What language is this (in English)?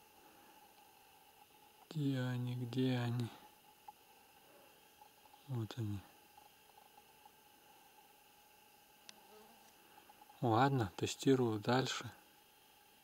Russian